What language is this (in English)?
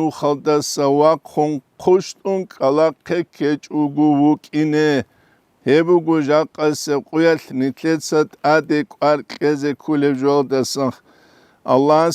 Avaric